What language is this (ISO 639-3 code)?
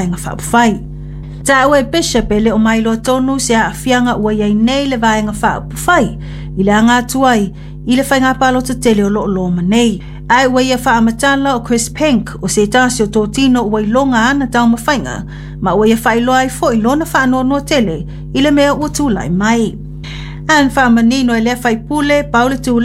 smo